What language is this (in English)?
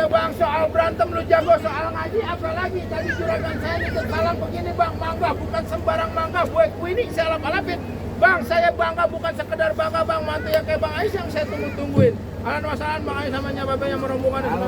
Betawi